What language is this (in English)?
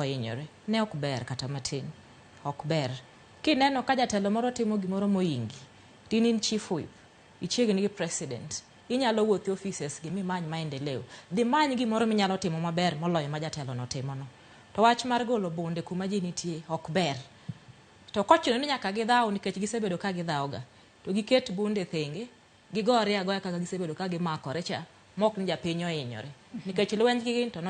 Luo (Kenya and Tanzania)